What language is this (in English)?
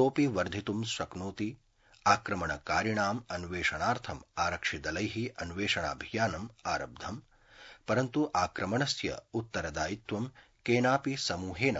Sanskrit